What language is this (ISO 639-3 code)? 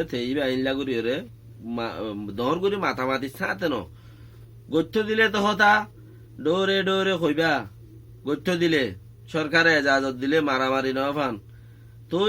rhg